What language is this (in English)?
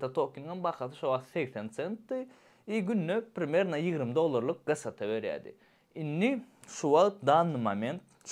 Turkmen